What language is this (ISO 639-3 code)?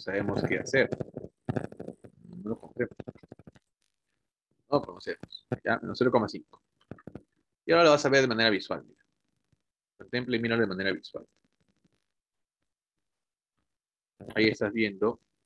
spa